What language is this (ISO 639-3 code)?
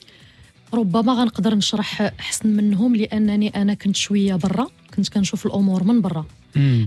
ary